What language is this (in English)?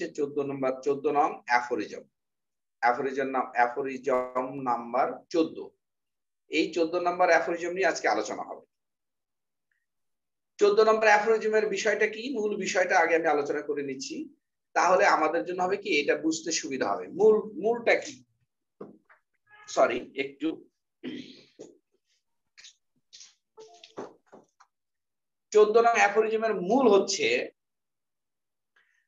Bangla